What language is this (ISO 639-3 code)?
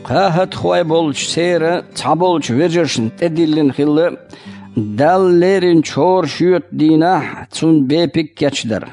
che